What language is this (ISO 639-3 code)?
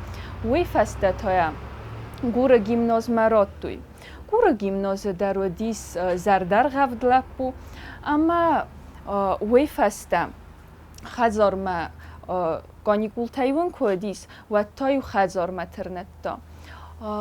oss